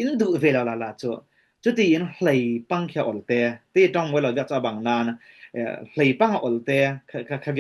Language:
Falam Chin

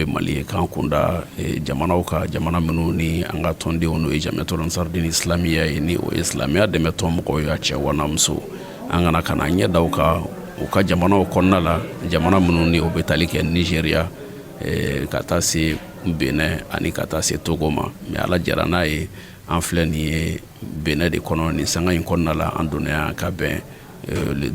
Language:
Bambara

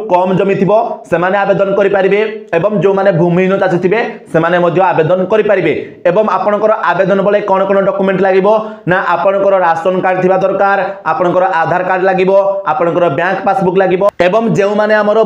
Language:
Odia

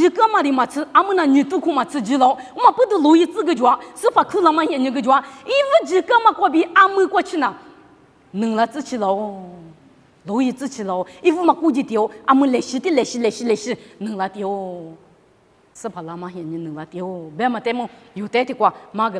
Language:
Lisu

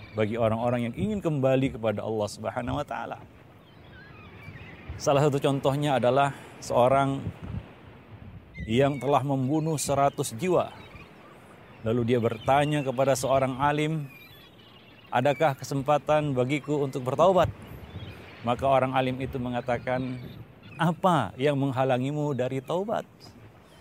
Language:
Indonesian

